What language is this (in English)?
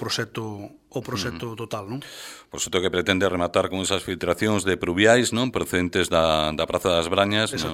Galician